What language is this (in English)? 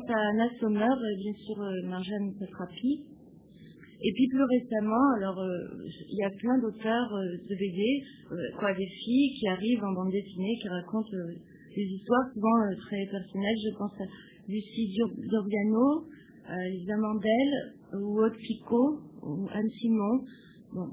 French